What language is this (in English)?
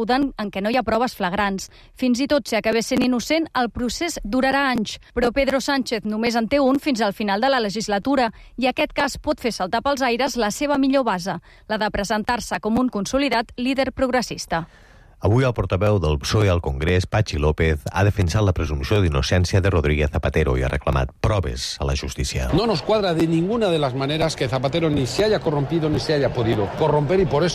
Catalan